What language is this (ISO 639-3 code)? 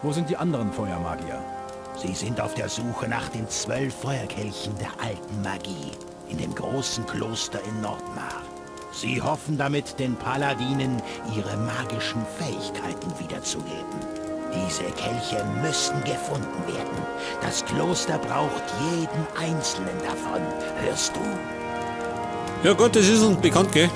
bar